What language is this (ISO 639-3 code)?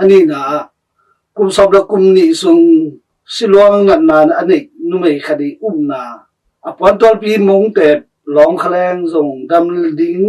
ctd